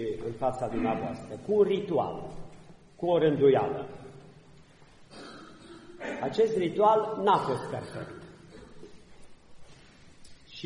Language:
Romanian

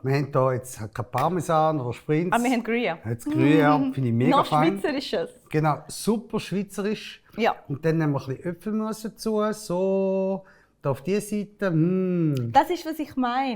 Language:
Swiss German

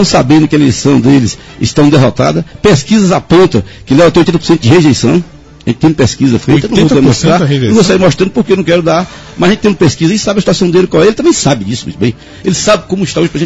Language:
Portuguese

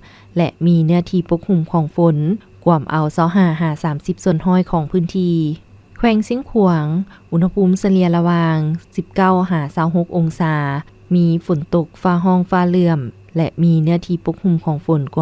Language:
Lao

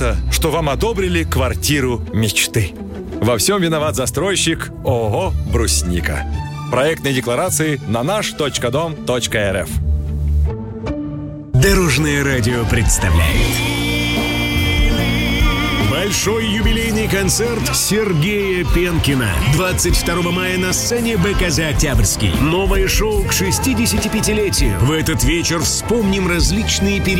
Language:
Russian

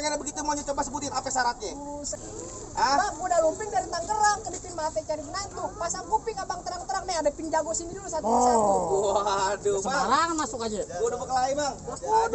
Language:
Betawi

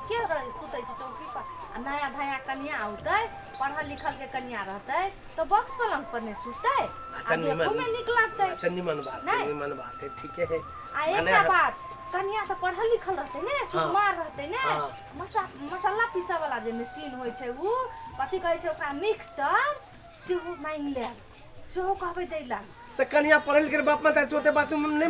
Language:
Maithili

